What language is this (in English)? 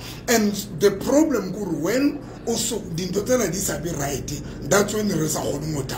Tswana